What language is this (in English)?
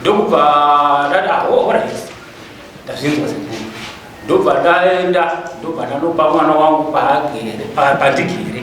Shona